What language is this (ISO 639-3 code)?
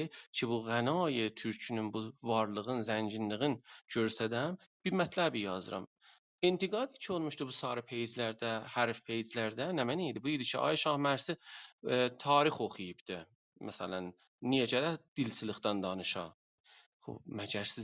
azb